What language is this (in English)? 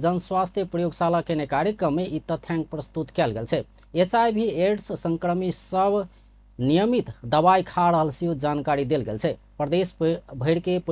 Maithili